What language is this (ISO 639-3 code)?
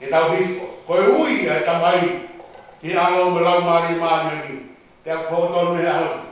ton